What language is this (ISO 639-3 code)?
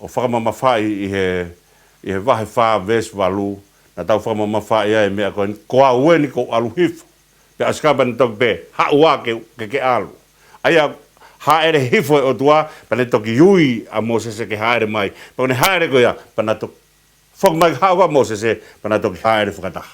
ton